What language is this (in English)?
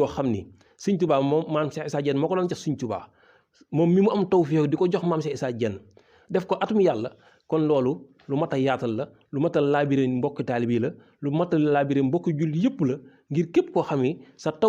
Wolof